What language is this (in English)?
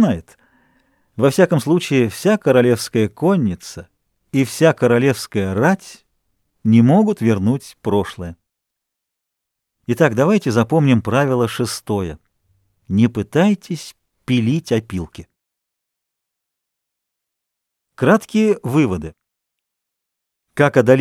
Russian